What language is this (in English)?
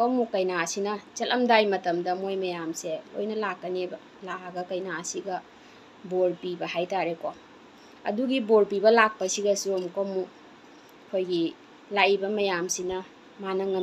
Manipuri